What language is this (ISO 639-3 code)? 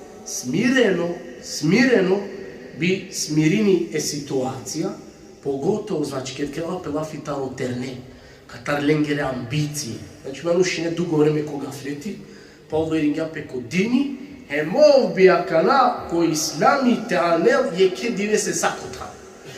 rmn